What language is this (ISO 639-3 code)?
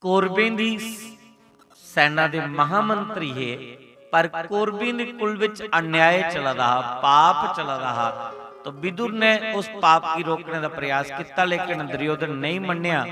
doi